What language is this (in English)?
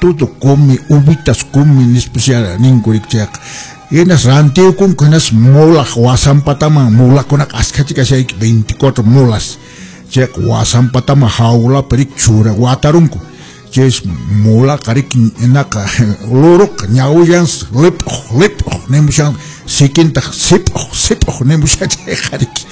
Quechua